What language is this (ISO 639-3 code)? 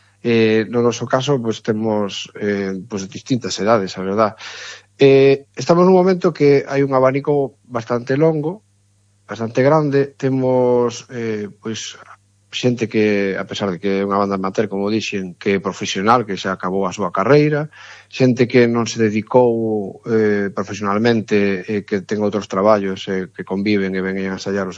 glg